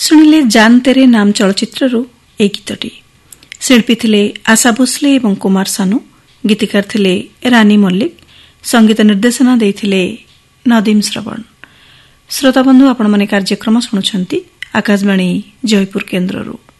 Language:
Odia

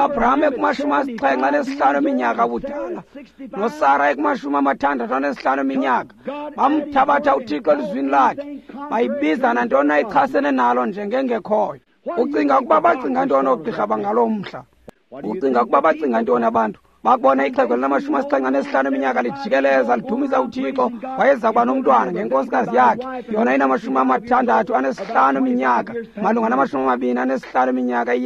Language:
Xhosa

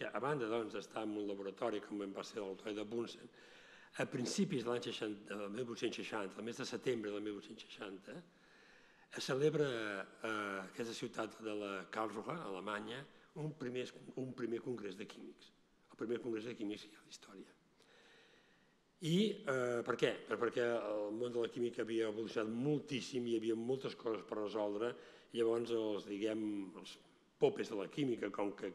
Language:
Catalan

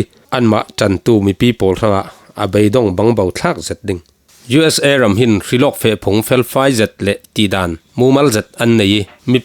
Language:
Falam Chin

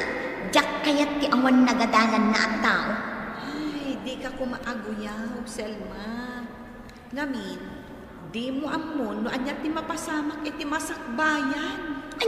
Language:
Iloko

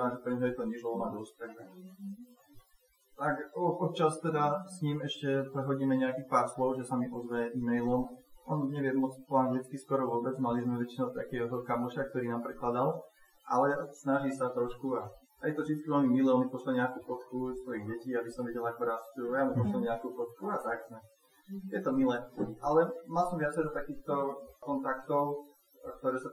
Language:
Slovak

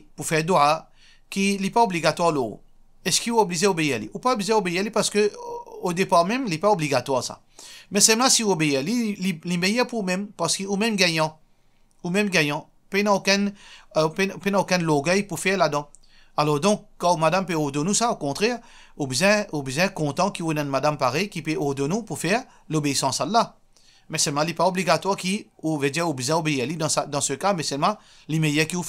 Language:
Morisyen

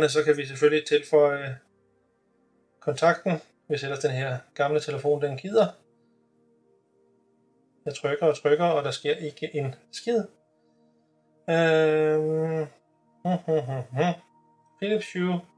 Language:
Danish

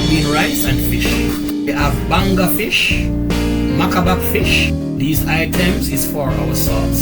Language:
Jamaican Creole English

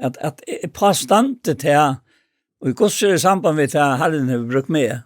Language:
Faroese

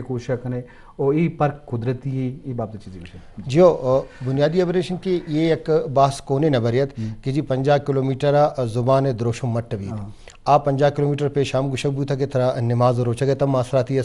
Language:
Eastern Balochi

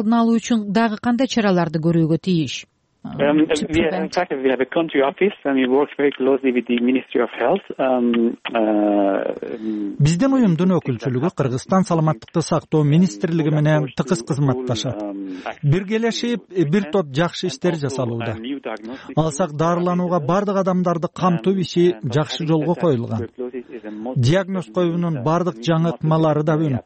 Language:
Kyrgyz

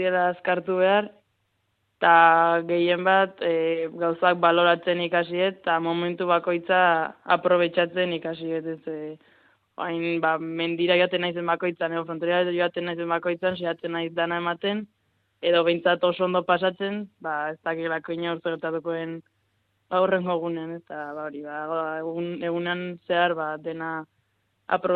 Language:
Basque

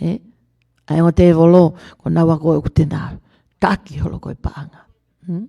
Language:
Tongan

